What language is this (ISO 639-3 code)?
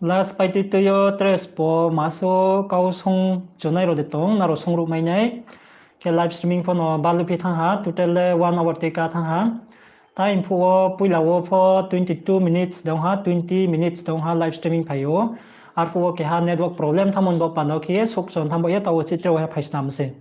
ria